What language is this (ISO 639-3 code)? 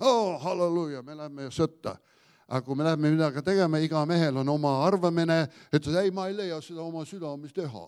est